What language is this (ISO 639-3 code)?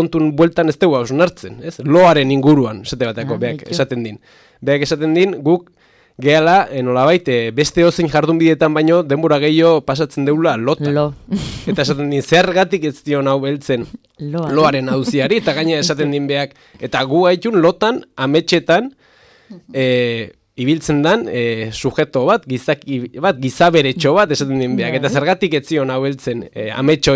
eus